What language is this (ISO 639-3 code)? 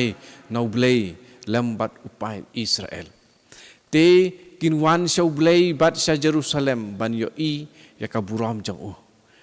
kha